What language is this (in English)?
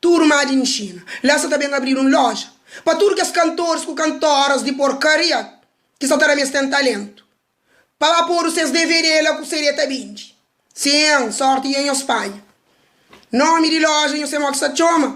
Kabuverdianu